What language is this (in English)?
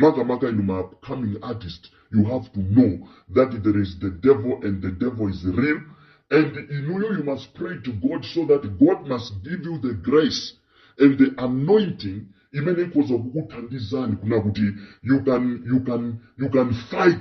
Nyanja